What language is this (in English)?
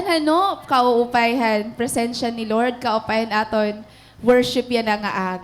Waray